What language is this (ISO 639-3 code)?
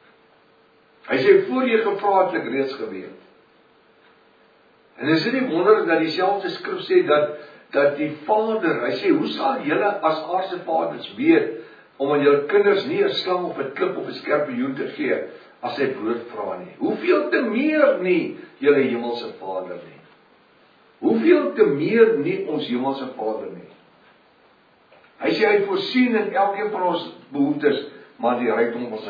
afr